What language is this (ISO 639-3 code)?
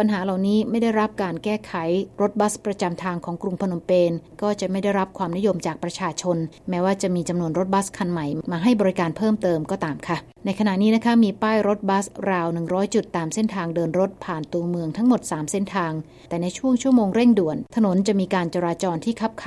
tha